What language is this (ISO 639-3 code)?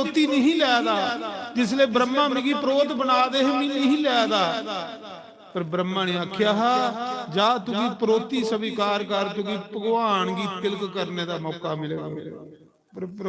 doi